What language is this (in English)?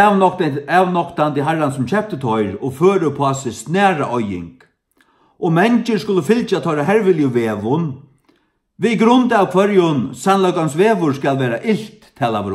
Faroese